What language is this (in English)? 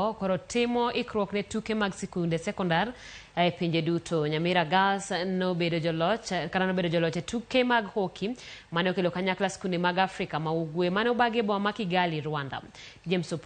Luo (Kenya and Tanzania)